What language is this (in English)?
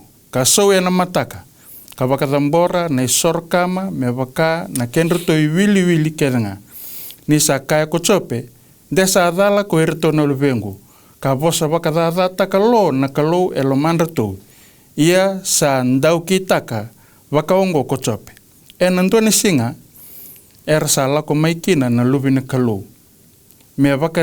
Fijian